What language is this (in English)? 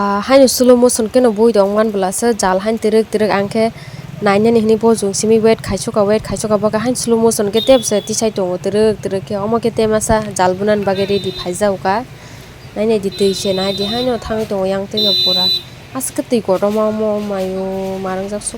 Kok Borok